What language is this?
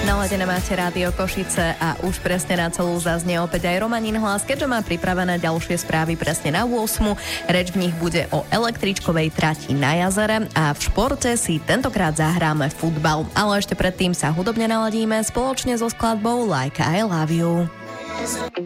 Slovak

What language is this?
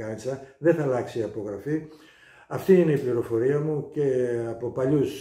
Greek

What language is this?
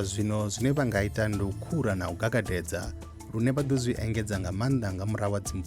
Venda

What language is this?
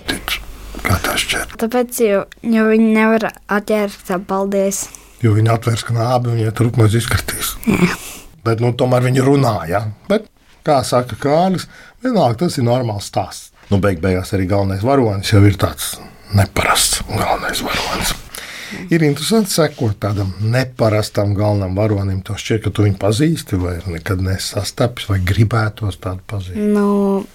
Latvian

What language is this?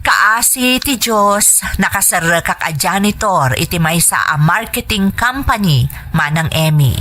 Iloko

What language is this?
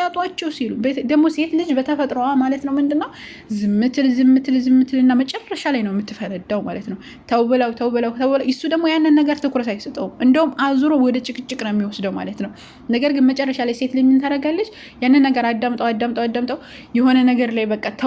Amharic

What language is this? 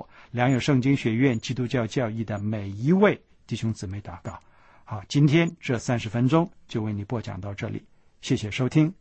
Chinese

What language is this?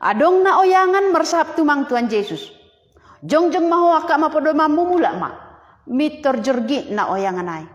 Batak Simalungun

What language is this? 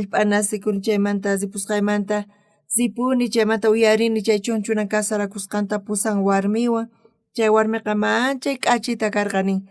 South Bolivian Quechua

